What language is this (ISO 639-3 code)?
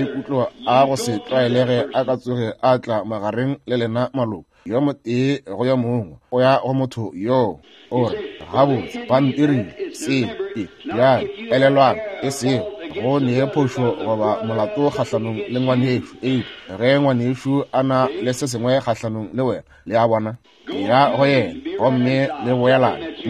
nso